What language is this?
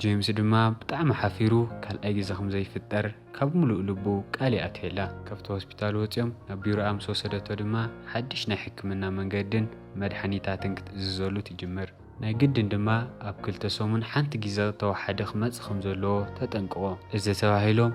Tigrinya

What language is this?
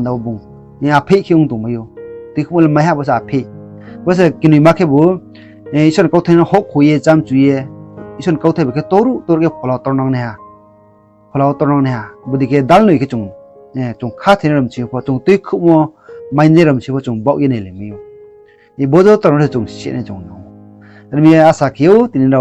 Riang (India)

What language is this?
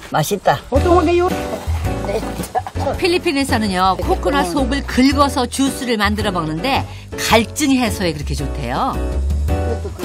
Korean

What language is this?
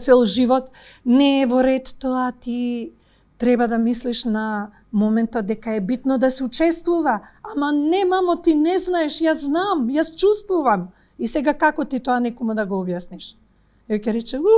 Macedonian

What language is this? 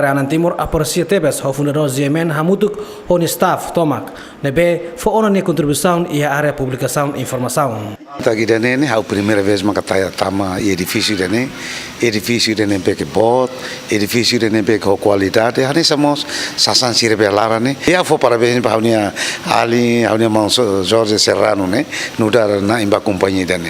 Tetum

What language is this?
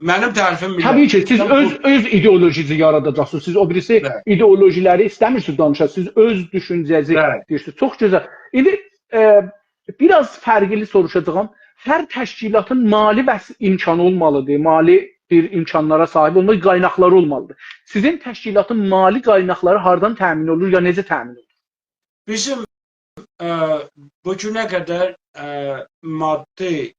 South Azerbaijani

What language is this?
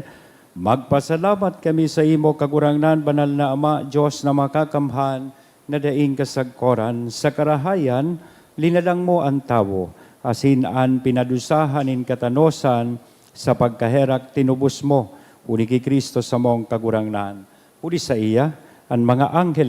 Bikol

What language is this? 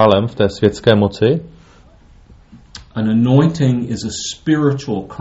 Czech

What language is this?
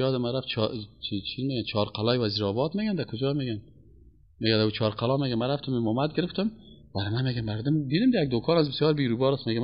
Persian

